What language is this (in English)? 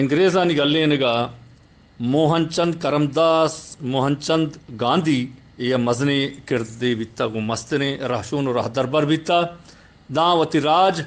Eastern Balochi